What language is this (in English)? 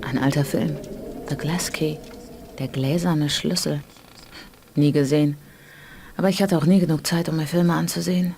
Bavarian